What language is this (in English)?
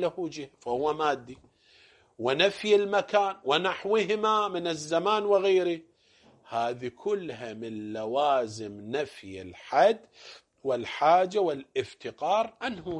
Arabic